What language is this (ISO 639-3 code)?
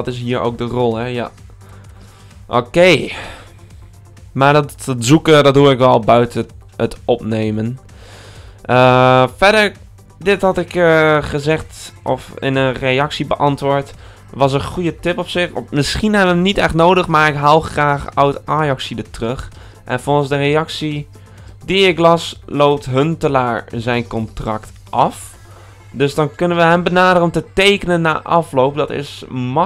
nld